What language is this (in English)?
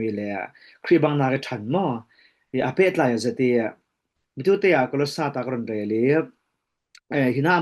Falam Chin